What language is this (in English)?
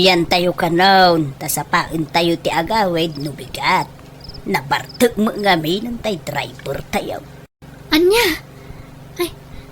Iloko